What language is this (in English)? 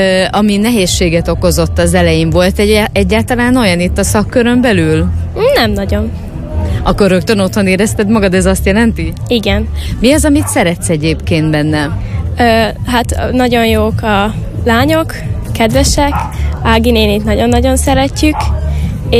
Hungarian